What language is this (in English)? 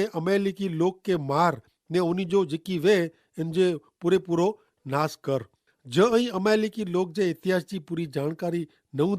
Kachhi